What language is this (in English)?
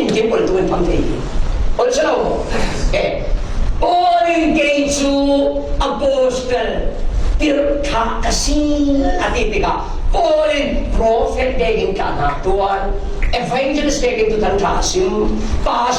Falam Chin